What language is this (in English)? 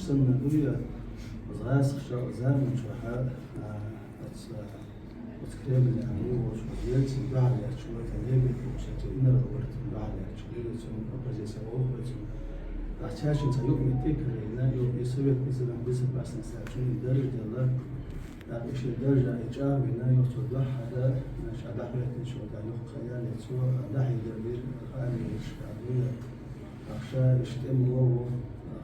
Chechen